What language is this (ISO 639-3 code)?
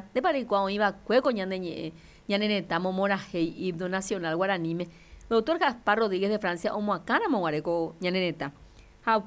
grn